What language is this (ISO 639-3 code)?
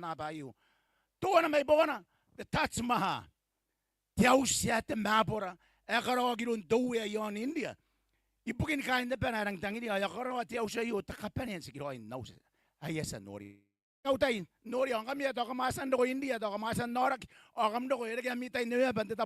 gil